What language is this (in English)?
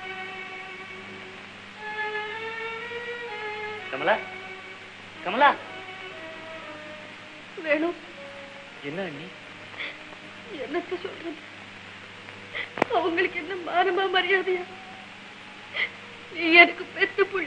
Tamil